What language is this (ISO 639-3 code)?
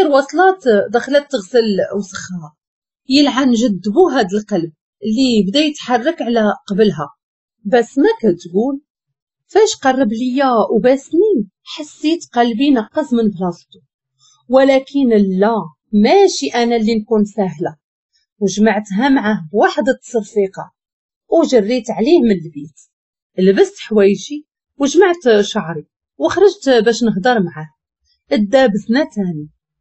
ary